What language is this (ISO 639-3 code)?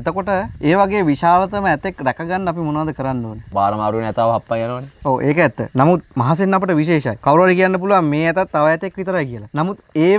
sin